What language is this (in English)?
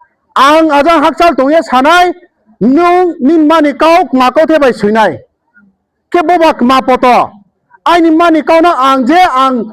Riang (India)